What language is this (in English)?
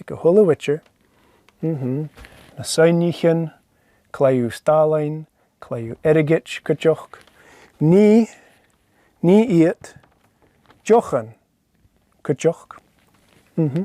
Scottish Gaelic